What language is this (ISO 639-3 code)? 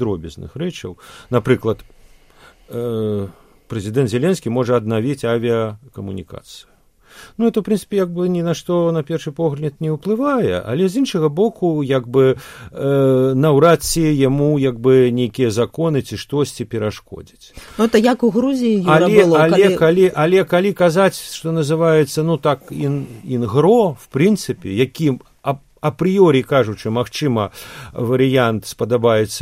bel